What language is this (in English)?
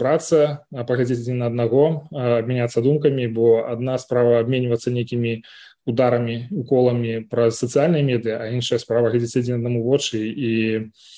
Belarusian